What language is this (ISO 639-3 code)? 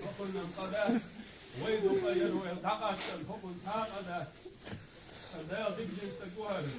che